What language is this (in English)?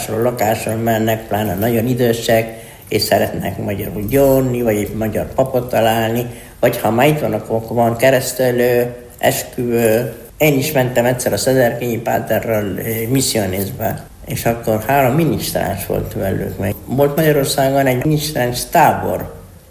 Hungarian